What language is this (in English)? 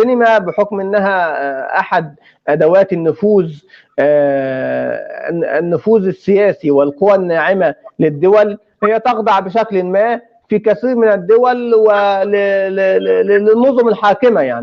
North Levantine Arabic